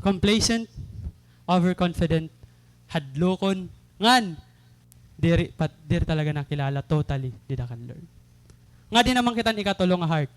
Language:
Waray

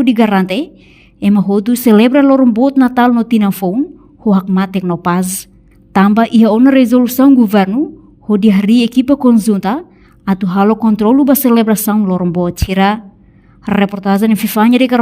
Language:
Tetum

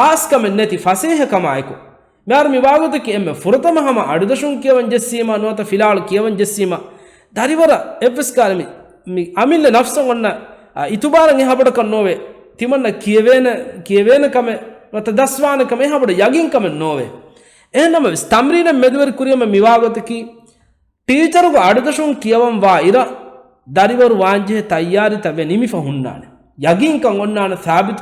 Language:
Divehi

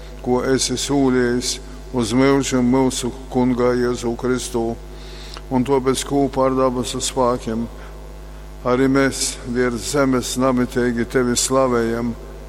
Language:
Latgalian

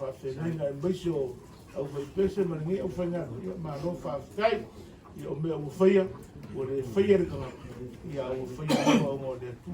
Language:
Samoan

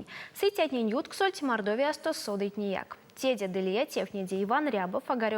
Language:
Erzya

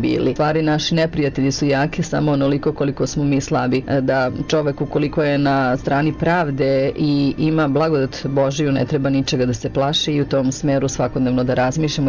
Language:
Serbian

